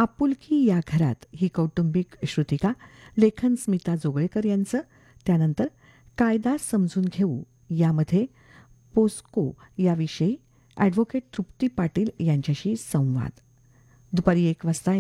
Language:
Marathi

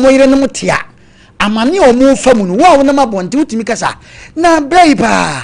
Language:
Akan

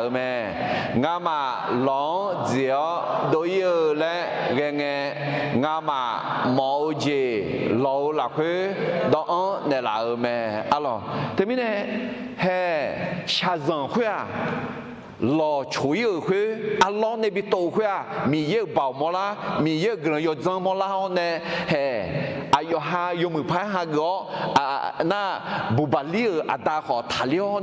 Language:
Akha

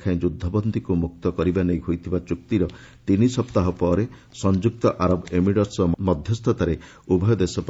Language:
Odia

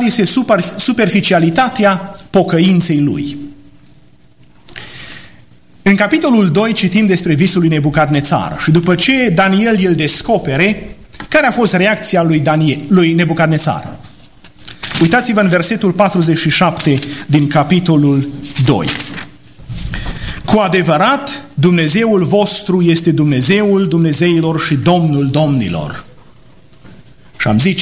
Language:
Romanian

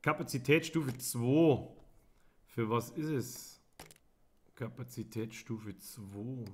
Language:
Bavarian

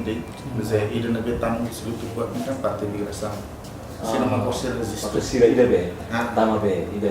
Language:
Tetum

